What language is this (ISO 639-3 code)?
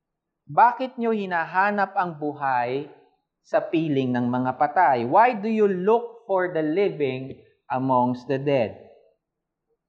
fil